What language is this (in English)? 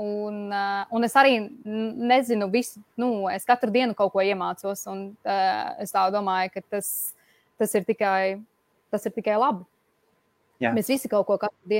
Latvian